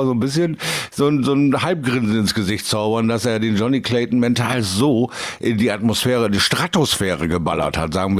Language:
German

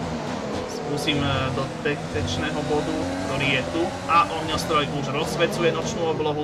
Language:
Slovak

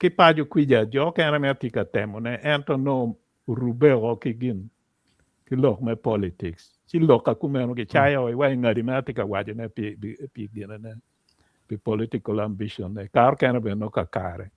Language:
Acoli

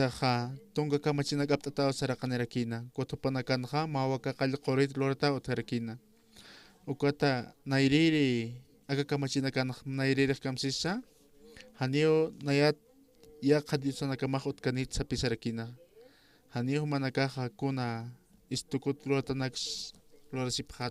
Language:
Aymara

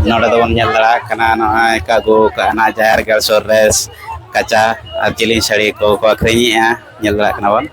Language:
Santali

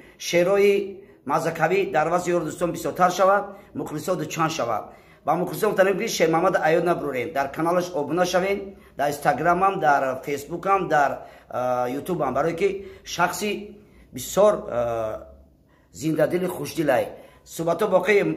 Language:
Tajik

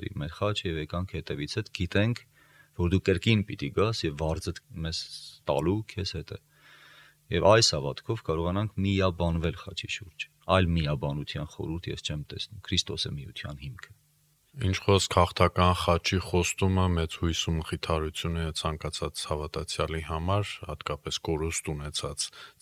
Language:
Armenian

